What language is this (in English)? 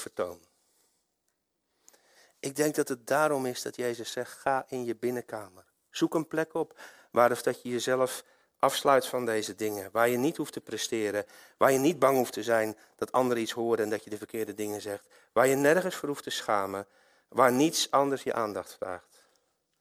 Dutch